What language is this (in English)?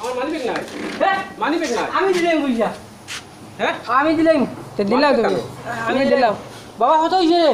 Sylheti